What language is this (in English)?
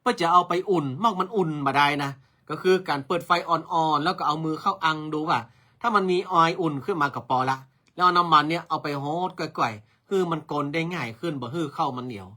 Northern Thai